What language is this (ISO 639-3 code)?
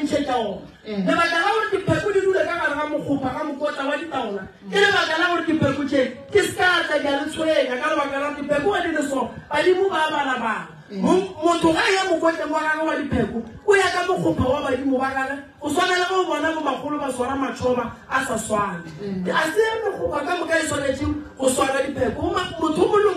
nso